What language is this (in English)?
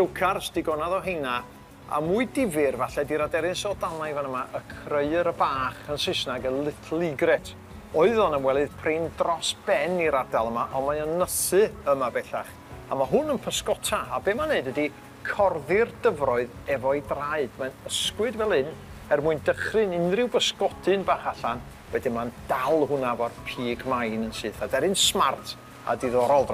Welsh